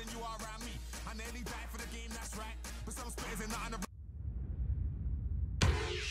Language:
English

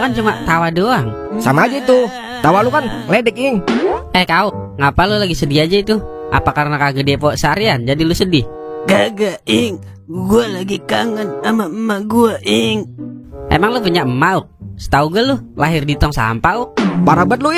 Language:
Betawi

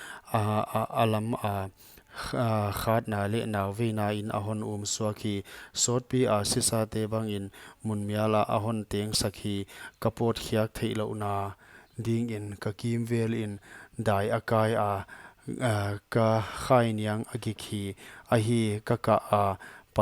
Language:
Paite Chin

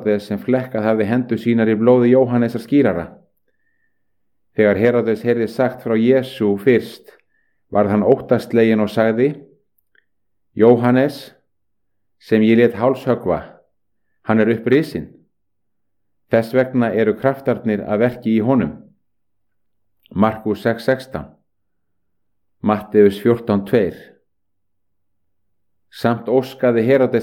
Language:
Icelandic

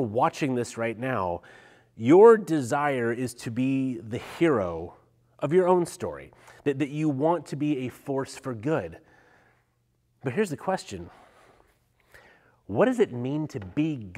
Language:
English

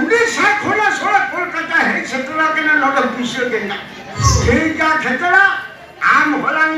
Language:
Santali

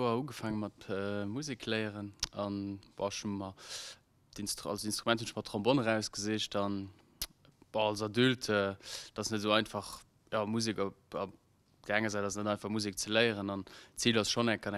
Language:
Luxembourgish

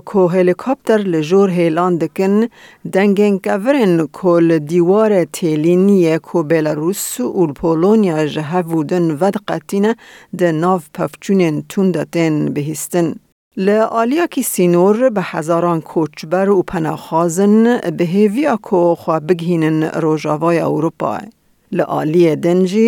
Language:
Kurdish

